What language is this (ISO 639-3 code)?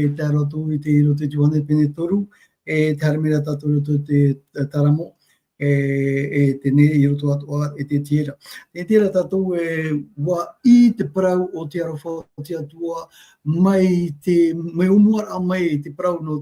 tah